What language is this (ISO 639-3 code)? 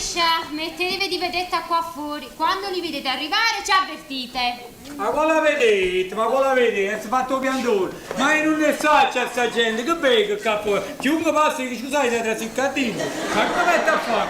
nap